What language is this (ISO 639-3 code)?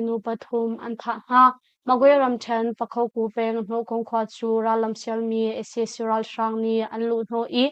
cnh